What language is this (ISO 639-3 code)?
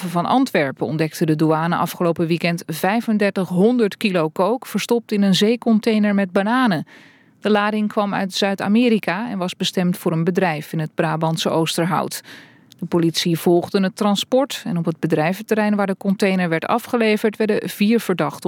nld